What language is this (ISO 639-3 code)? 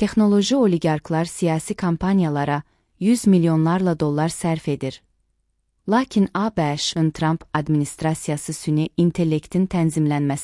aze